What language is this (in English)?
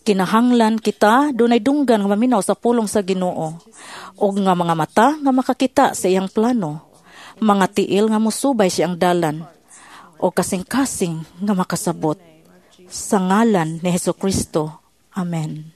Cebuano